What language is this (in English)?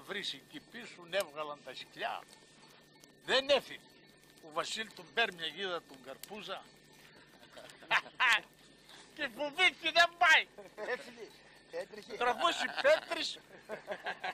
Greek